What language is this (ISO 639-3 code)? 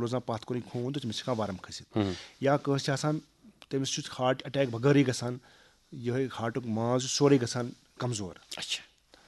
kas